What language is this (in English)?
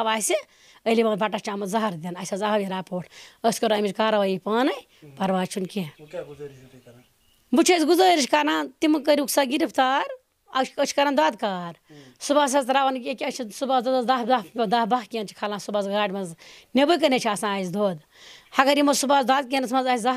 Kashmiri